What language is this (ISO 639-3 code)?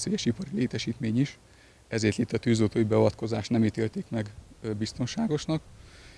hun